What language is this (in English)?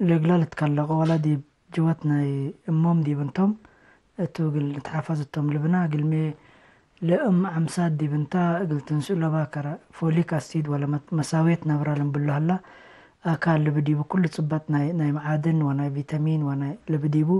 Tigre